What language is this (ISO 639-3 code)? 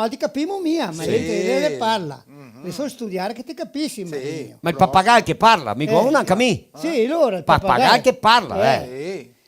vec